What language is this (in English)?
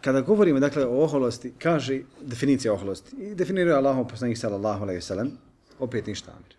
Bosnian